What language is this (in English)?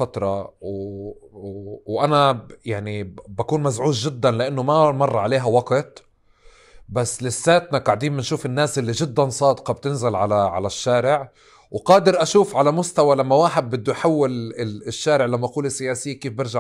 North Levantine Arabic